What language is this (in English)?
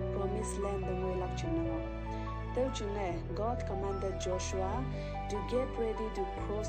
Konyak Naga